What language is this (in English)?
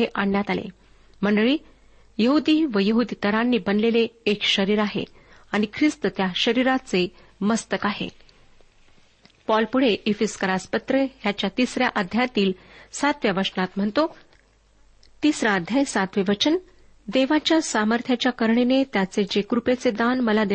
Marathi